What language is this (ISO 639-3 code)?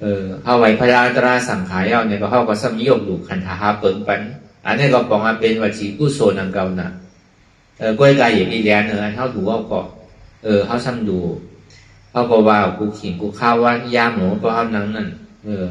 shn